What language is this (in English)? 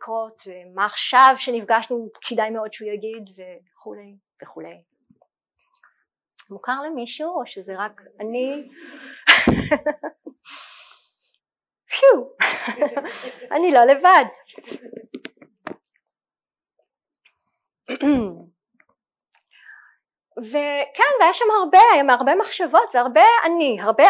Hebrew